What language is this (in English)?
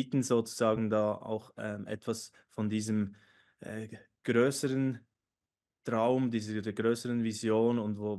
Swiss German